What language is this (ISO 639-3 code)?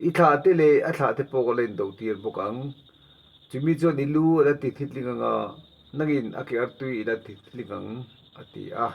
lus